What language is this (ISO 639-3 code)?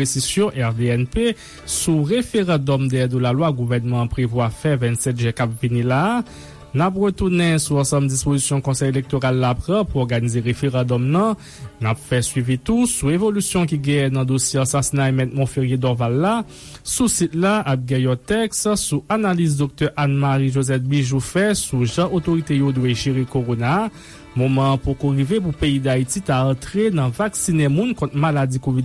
hat